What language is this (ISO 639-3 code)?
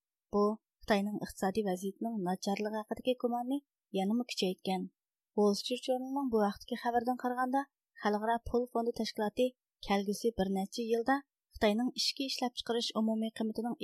uig